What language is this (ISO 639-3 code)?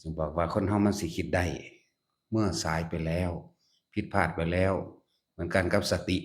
lao